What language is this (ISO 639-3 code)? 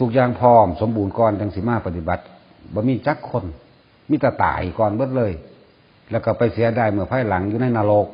tts